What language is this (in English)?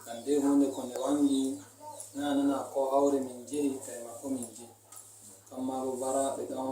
Nigerian Fulfulde